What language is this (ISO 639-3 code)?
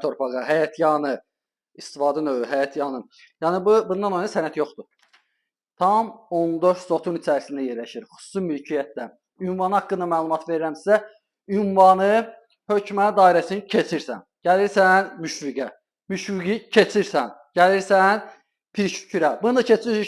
aze